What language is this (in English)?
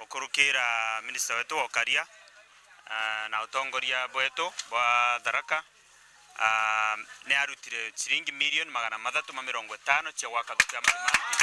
Meru